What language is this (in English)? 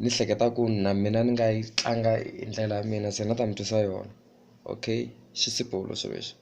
Tsonga